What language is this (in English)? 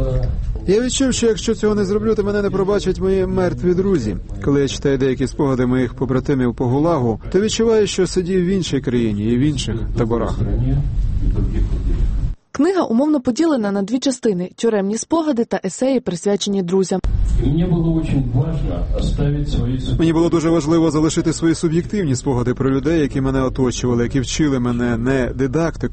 Ukrainian